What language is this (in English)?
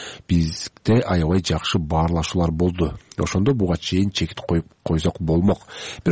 Kyrgyz